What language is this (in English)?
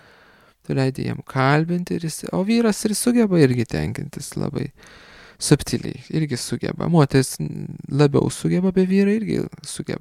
Lithuanian